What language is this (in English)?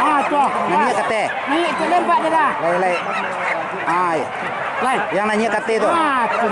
Minangkabau